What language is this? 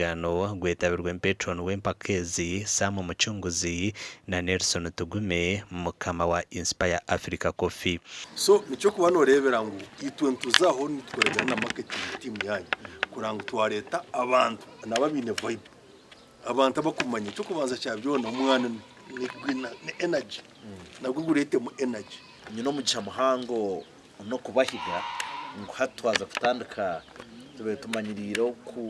Nyankole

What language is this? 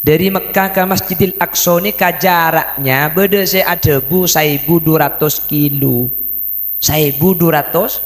Madurese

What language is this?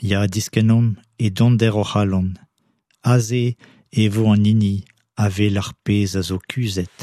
Breton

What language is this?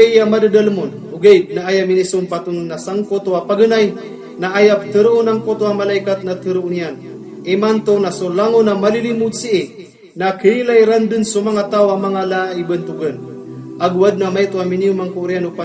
Maranao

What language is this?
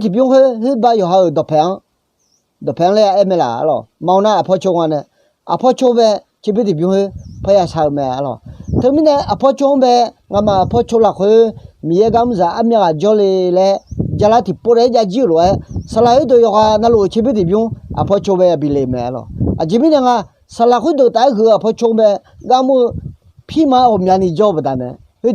Akha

